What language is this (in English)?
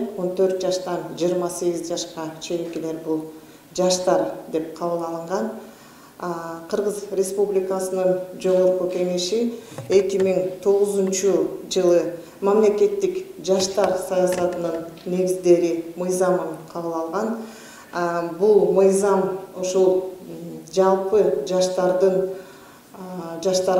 Kyrgyz